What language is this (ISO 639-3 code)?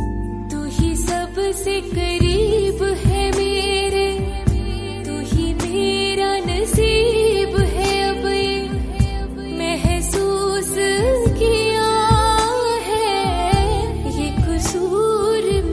hin